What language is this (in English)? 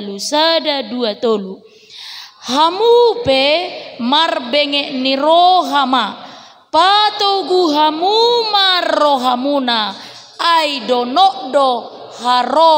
Batak Toba